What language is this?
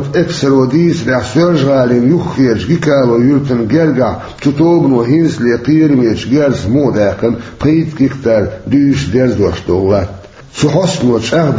Chechen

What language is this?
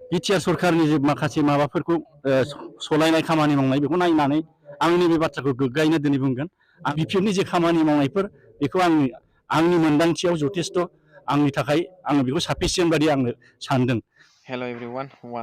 Bodo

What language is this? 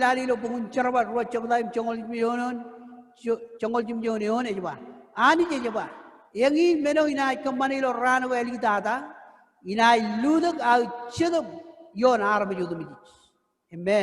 Marshallese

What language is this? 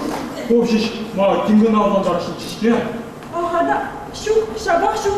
Chuvash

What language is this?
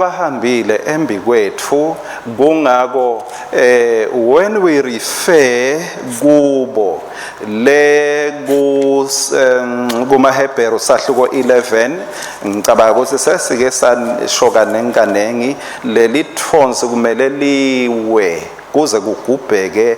Swati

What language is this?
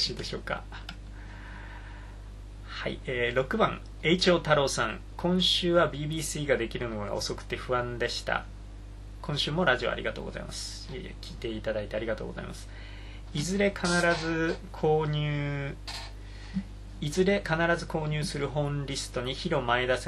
Japanese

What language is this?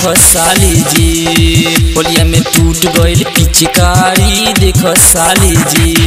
Bhojpuri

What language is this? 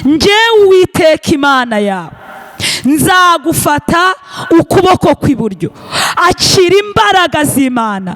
Kinyarwanda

